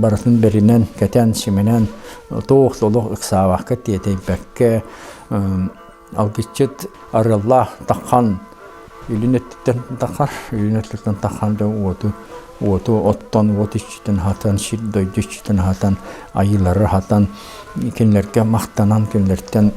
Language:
Yakut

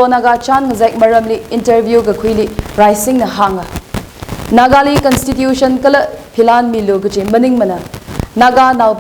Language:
Tangkhul Naga (India)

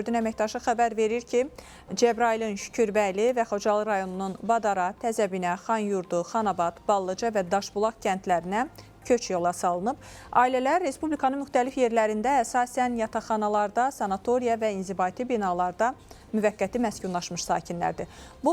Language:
Azerbaijani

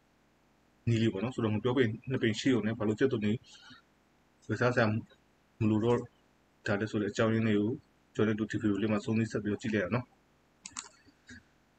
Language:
Burmese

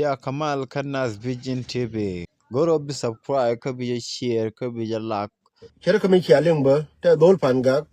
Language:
Nuer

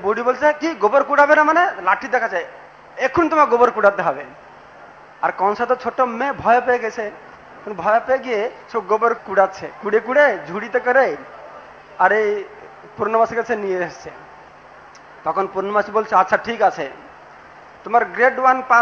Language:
Bangla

